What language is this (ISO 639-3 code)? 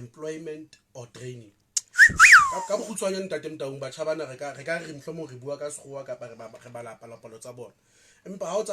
sot